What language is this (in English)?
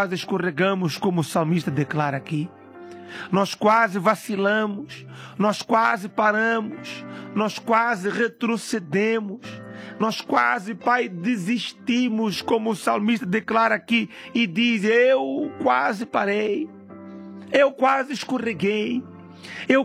Portuguese